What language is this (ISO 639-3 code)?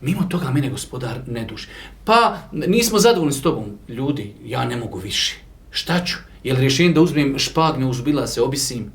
bos